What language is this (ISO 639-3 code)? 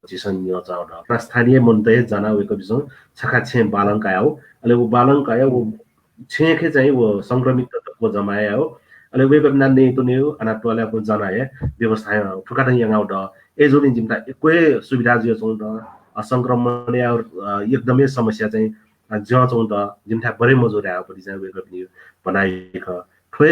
new